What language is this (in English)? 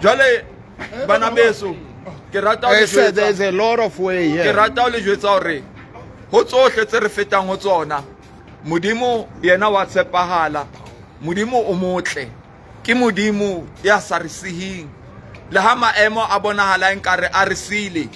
Southern Sotho